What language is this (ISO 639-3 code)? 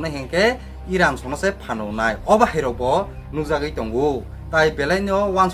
trp